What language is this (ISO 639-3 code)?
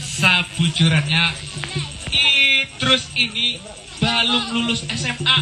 bjn